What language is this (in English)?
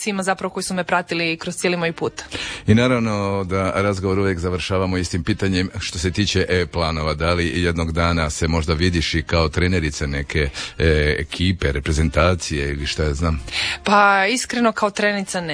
Croatian